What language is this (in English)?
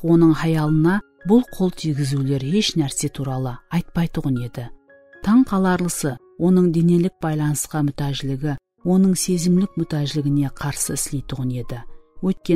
Kara-Kalpak